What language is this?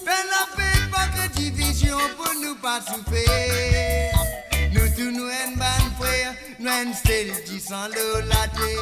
Morisyen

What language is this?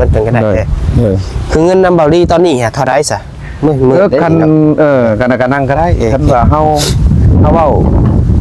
Northeastern Thai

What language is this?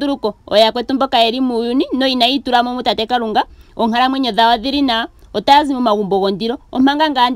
Ndonga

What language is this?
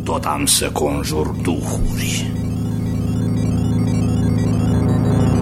Romanian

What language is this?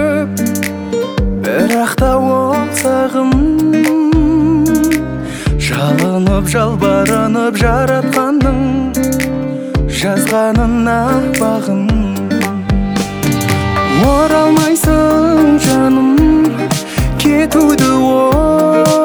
Kazakh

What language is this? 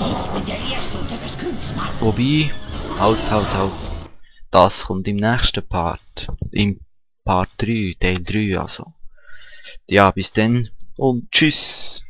Swiss German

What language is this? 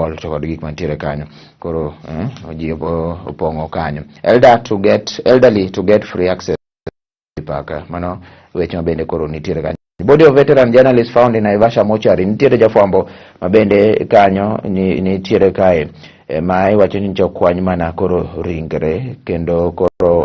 Luo (Kenya and Tanzania)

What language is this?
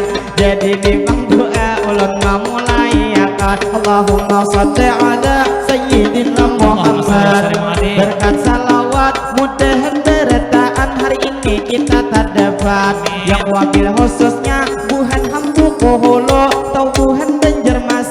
Banjar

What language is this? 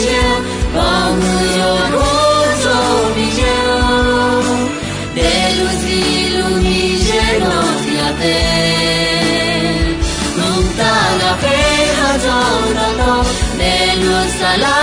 Akha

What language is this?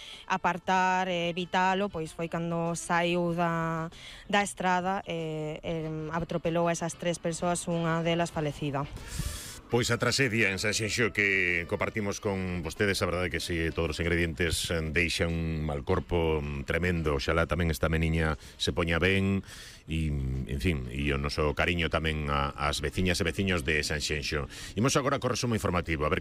Galician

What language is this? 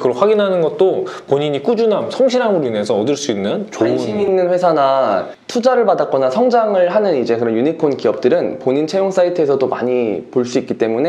Korean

